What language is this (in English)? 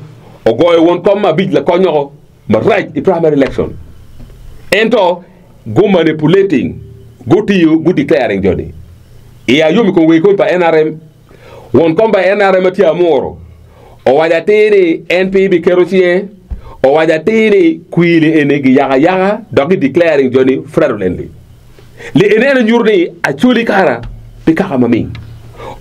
Acoli